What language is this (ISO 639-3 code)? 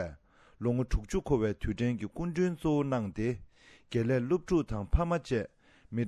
bod